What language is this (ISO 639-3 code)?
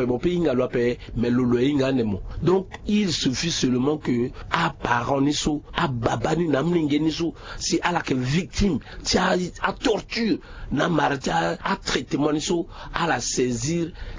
sag